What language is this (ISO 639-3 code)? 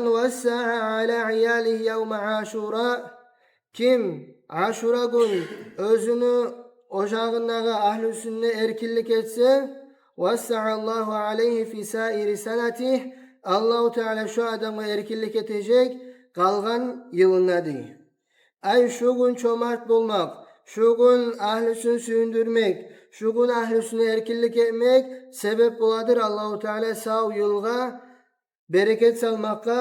kum